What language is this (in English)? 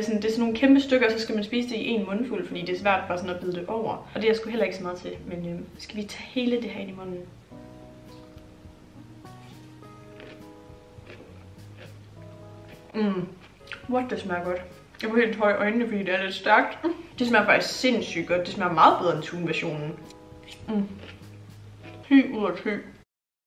Danish